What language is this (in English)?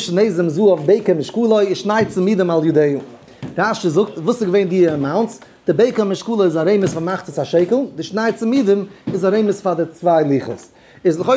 Yiddish